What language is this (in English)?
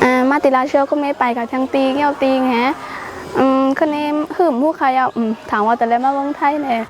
Shan